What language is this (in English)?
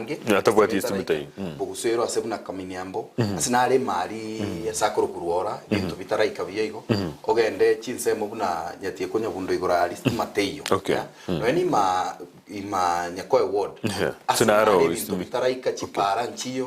Gusii